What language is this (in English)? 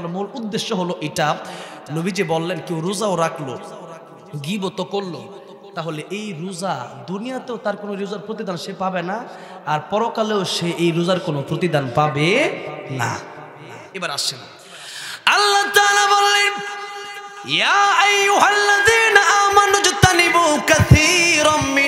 Bangla